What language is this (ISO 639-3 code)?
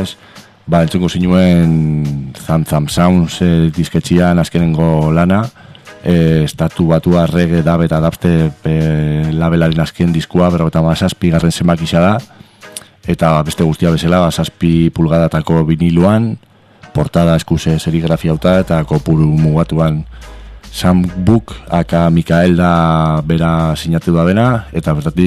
eus